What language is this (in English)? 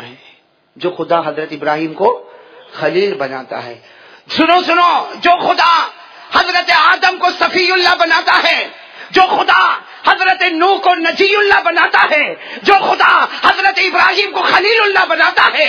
Urdu